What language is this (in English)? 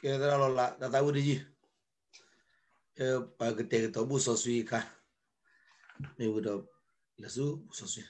S'gaw Karen